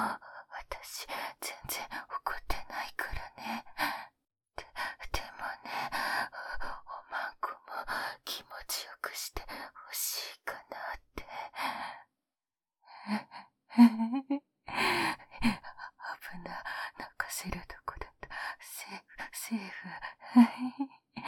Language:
Japanese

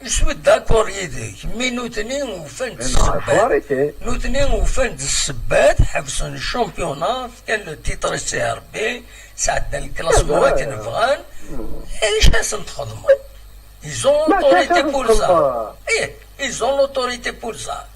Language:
Kabyle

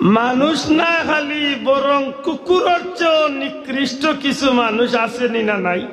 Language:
Sylheti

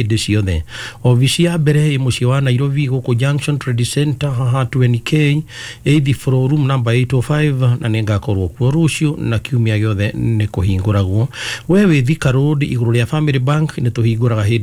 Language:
Kikuyu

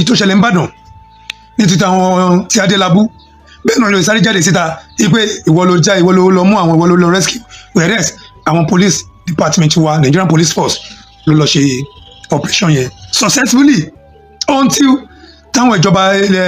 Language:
Yoruba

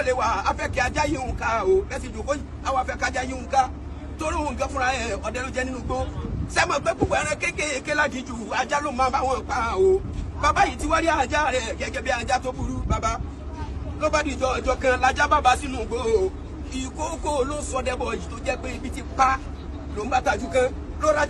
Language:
Yoruba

